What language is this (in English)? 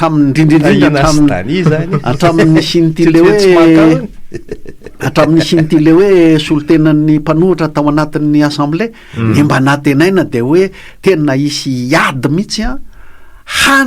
Malagasy